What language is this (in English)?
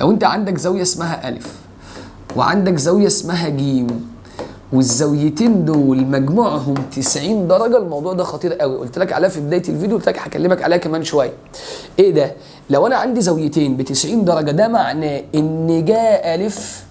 Egyptian Arabic